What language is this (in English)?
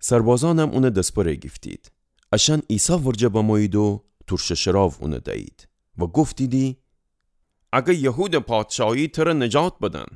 Gilaki